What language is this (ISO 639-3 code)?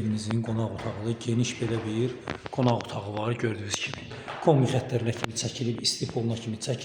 aze